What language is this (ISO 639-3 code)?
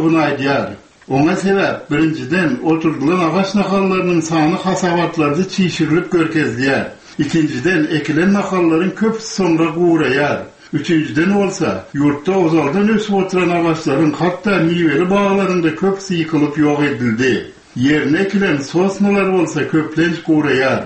tuk